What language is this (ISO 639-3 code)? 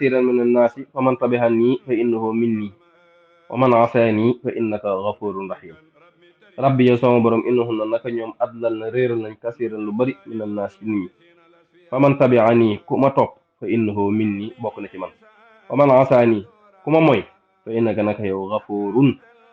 wol